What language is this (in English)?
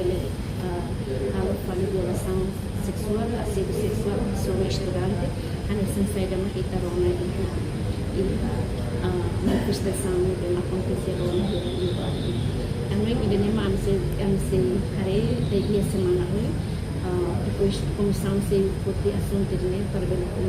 Tetum